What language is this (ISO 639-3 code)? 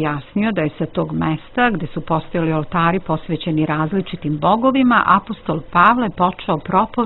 srp